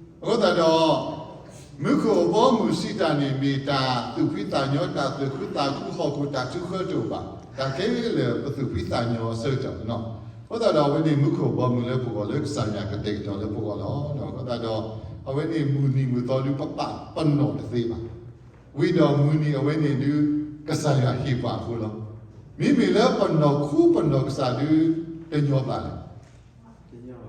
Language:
S'gaw Karen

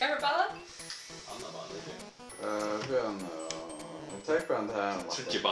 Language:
Faroese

